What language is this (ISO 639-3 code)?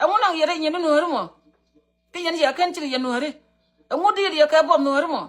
nus